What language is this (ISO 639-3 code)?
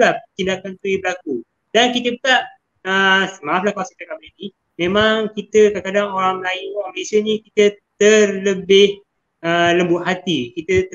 msa